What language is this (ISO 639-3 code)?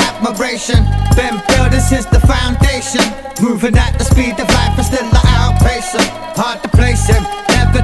eng